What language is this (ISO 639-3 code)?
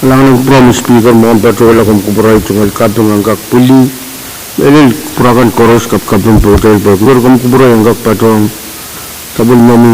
pon